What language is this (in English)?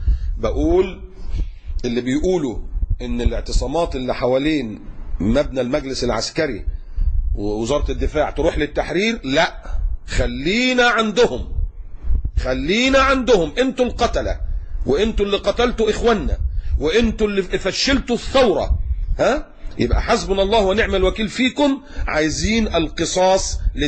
Egyptian Arabic